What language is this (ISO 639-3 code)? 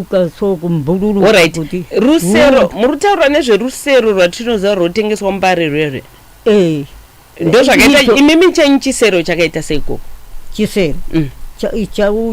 sna